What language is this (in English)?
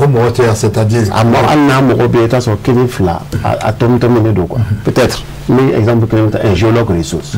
Bambara